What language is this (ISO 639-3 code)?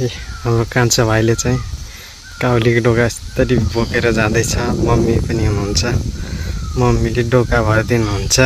nep